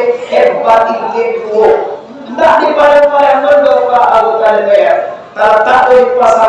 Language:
Minangkabau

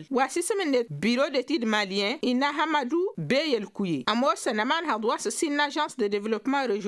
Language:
Tamasheq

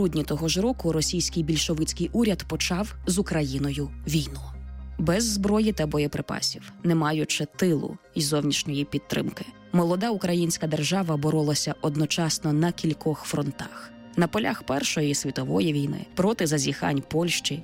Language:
Ukrainian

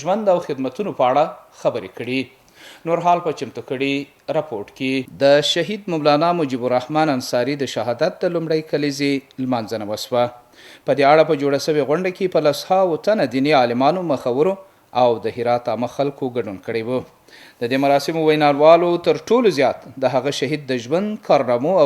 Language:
Pashto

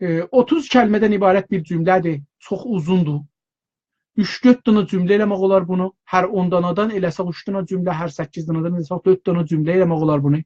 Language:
South Azerbaijani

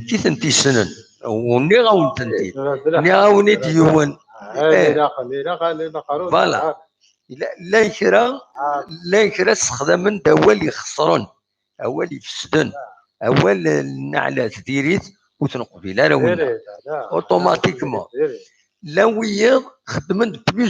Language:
Kabyle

